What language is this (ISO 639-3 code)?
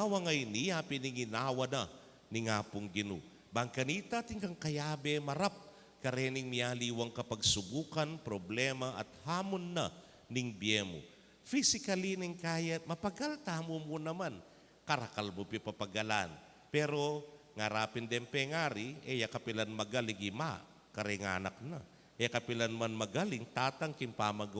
pam